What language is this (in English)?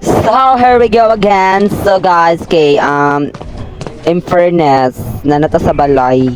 Cebuano